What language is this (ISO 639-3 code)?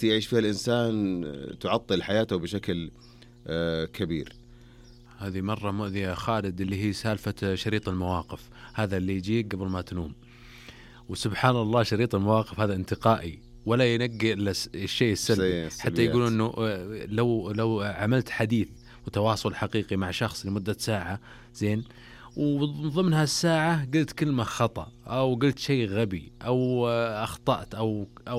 ars